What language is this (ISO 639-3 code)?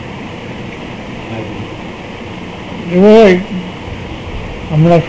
guj